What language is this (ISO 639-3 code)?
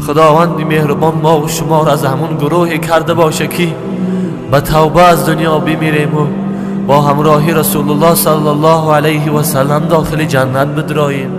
tgk